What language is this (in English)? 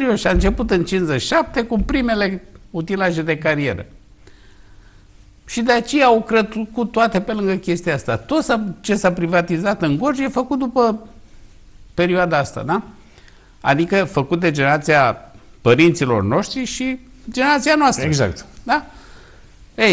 Romanian